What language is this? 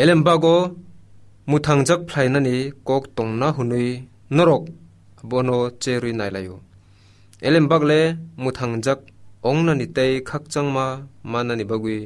Kok Borok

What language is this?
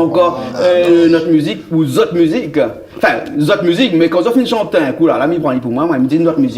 Réunion Creole French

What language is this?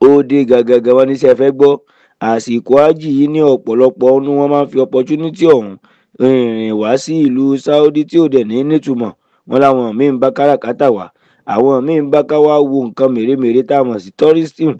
Yoruba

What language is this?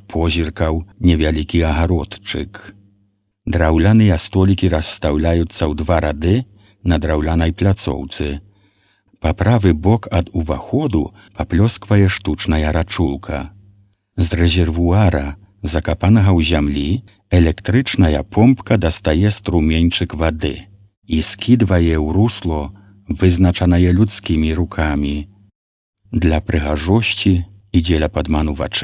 Belarusian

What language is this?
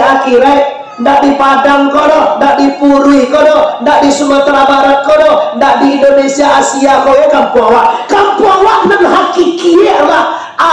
Minangkabau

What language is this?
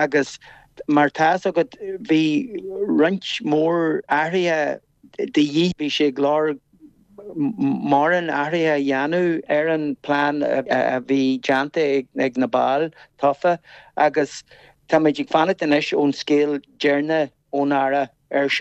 Irish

